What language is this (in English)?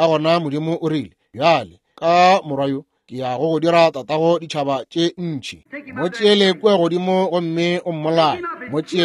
Northern Sotho